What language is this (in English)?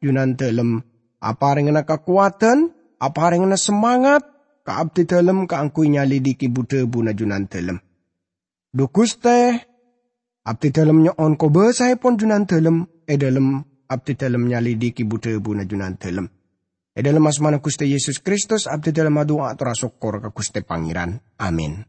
Madurese